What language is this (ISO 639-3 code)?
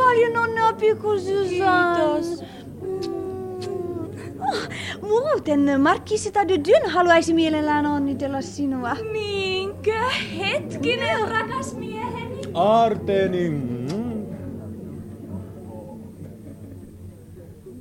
fin